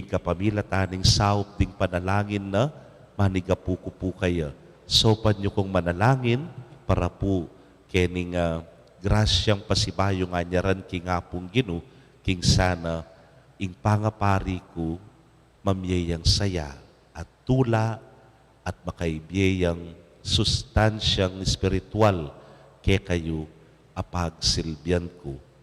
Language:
Pampanga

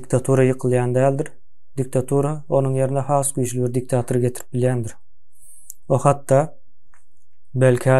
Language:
Turkmen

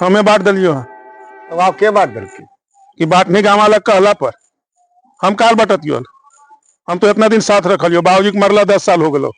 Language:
Magahi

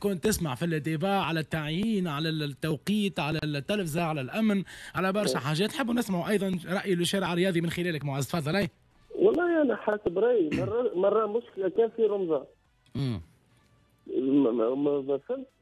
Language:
Tunisian Arabic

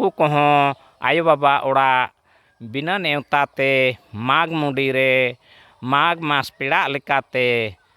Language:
Santali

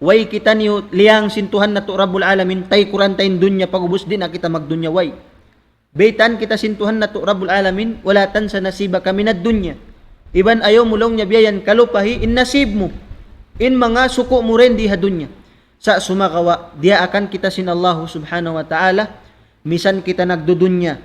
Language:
Tausug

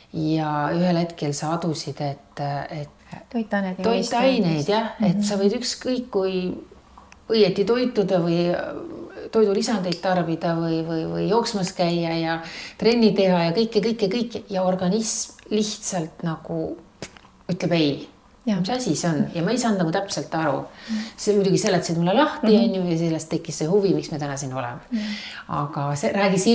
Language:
Estonian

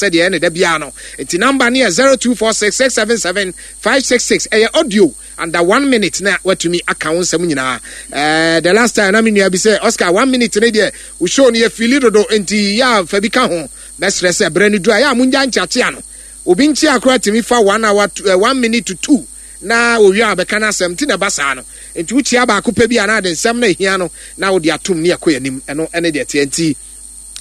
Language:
Akan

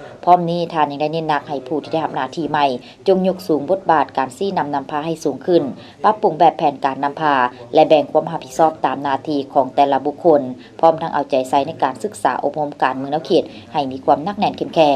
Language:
Lao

